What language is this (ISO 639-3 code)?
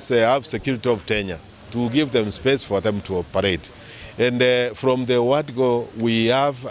guz